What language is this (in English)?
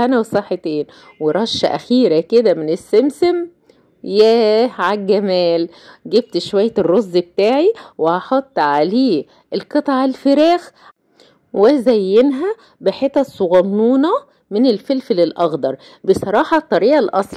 Egyptian Arabic